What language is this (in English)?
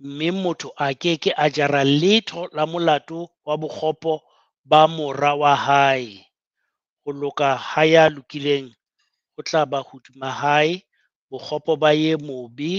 Southern Sotho